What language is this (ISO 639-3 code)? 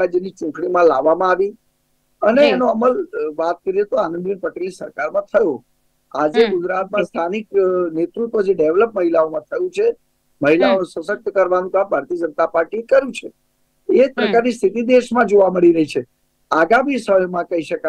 guj